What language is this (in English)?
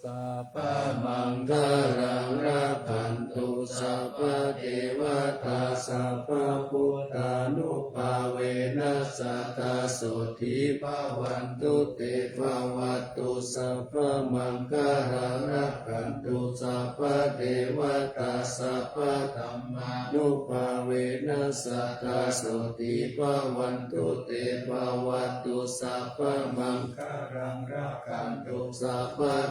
Pali